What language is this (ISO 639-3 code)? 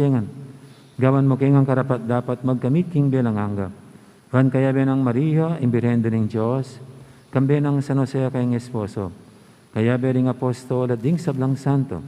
pam